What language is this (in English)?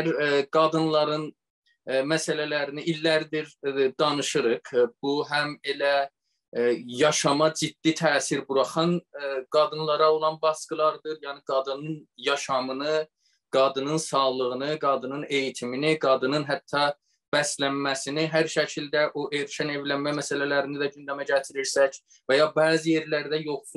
South Azerbaijani